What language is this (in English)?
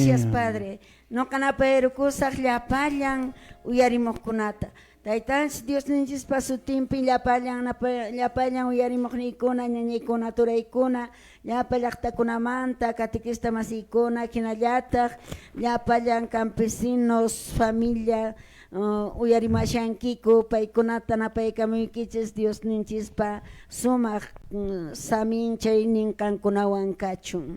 Quechua